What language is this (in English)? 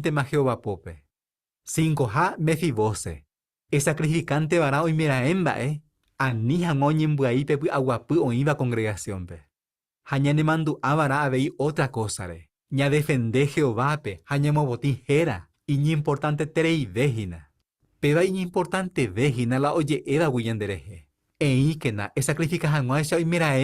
Guarani